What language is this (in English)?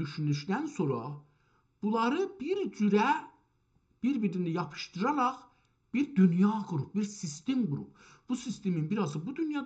South Azerbaijani